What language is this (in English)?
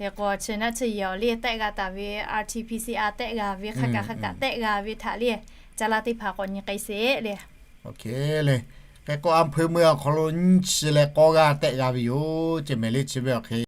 Lahu